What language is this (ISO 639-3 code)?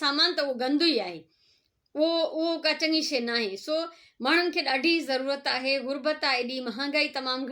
snd